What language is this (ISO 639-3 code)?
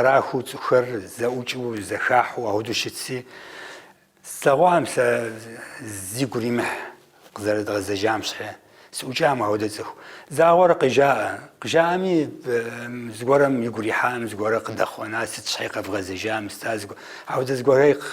kbd